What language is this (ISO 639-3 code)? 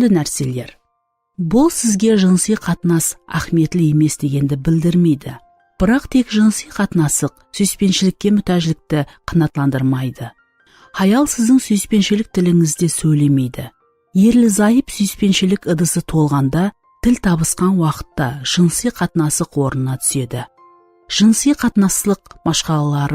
kaa